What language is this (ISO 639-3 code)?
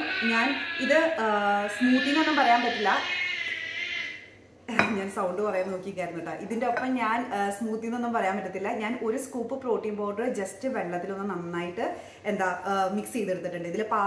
mal